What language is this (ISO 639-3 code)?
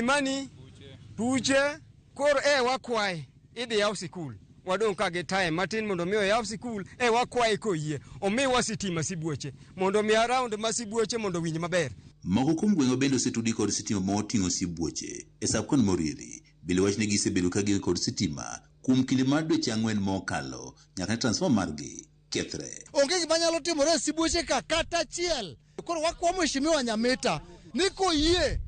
luo